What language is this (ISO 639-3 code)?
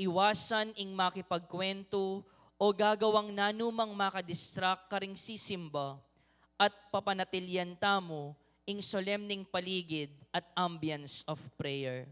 pam